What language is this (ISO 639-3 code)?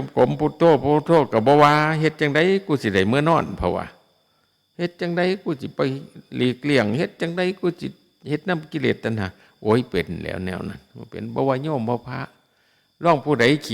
tts